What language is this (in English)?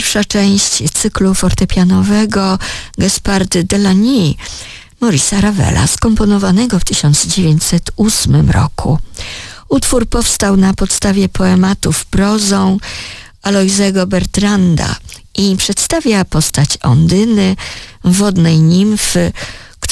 Polish